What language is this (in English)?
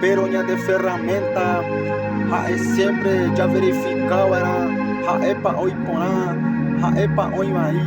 Guarani